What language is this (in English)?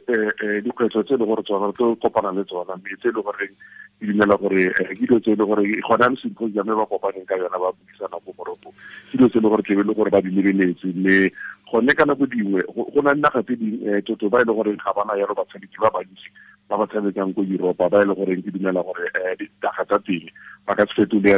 Tswana